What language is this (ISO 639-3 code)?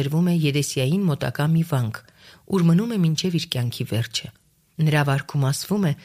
hye